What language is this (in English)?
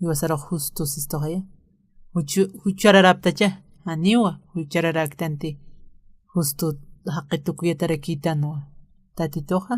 Aymara